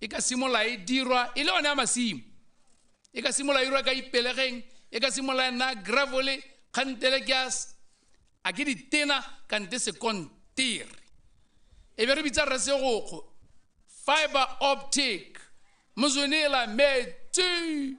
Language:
Tswana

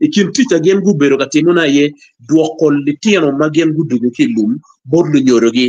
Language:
Acoli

